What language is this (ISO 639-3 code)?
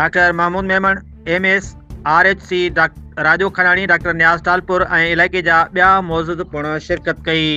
snd